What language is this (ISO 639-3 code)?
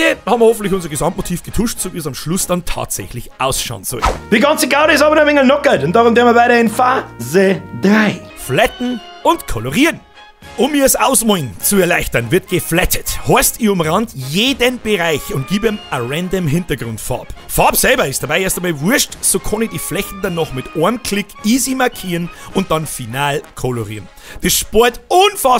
bar